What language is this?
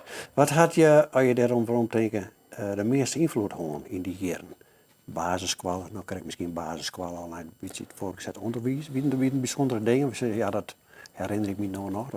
Western Frisian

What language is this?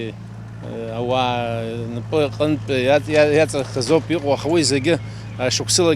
Abkhazian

